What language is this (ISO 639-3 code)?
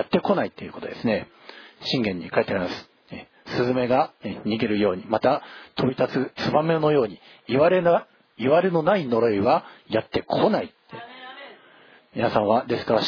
jpn